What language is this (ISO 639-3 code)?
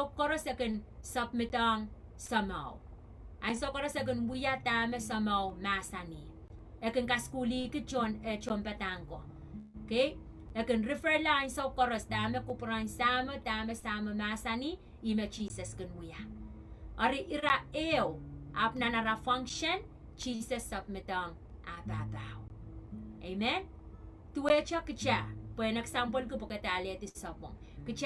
pon